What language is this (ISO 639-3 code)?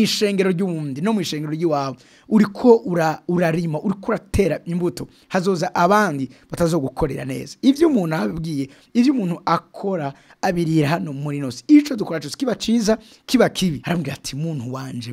run